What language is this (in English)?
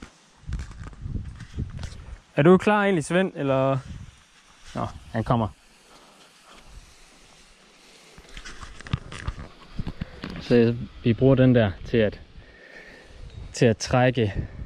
Danish